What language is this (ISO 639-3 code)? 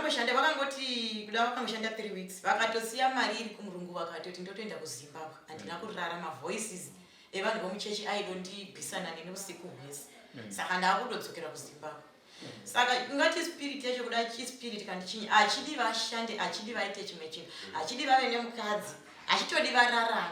sna